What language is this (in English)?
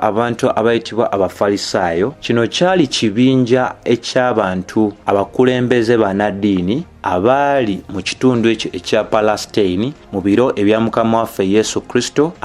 Ganda